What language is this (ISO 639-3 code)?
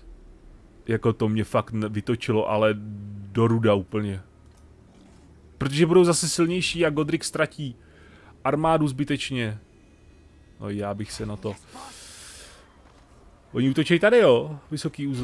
ces